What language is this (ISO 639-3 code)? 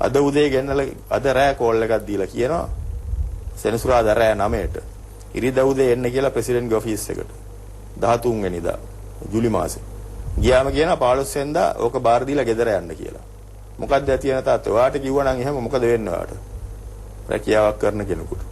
sin